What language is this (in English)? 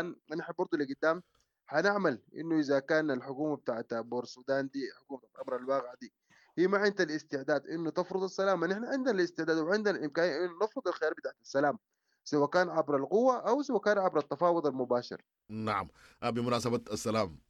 Sudanese Arabic